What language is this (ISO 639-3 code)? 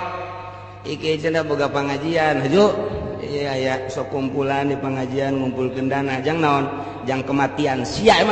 sun